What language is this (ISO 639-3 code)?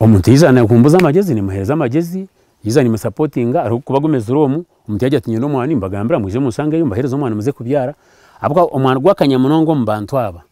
nyn